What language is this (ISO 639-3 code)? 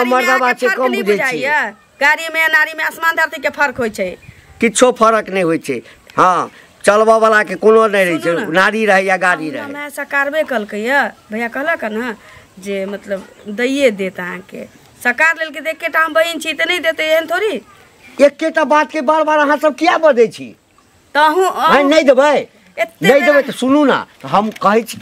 mai